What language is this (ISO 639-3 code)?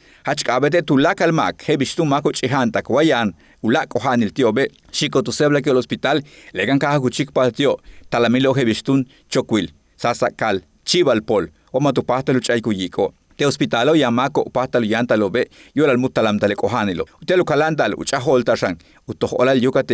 yua